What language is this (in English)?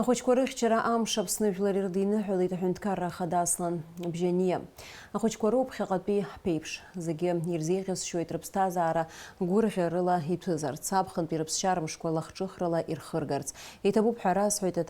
Abkhazian